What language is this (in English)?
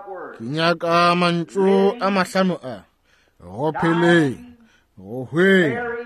Northern Sotho